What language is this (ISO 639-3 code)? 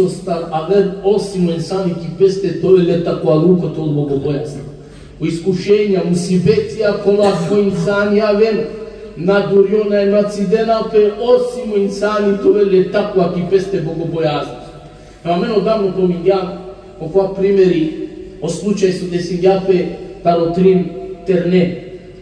rmn